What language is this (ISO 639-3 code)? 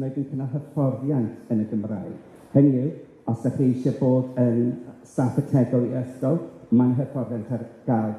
cym